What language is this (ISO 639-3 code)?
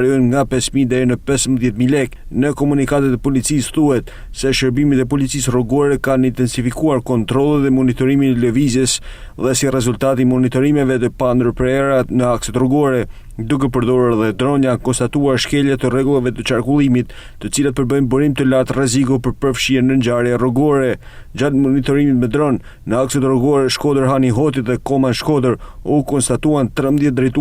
sqi